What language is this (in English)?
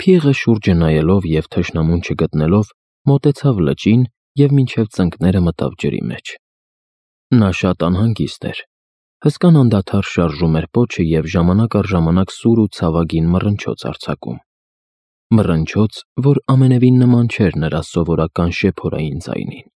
Armenian